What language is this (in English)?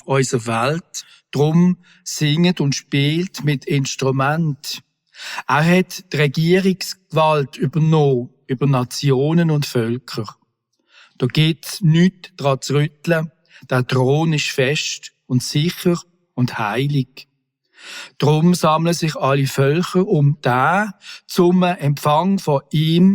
Swiss German